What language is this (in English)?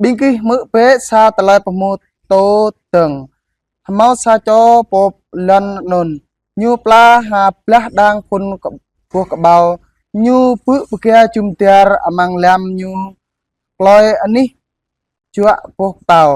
Jarai